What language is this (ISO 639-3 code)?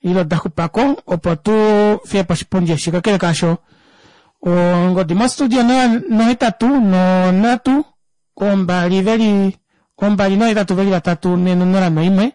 kua